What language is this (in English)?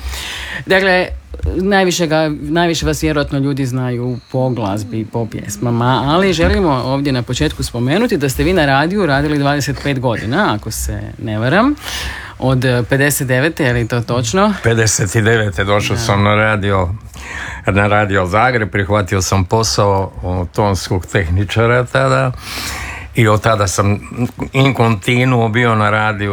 Croatian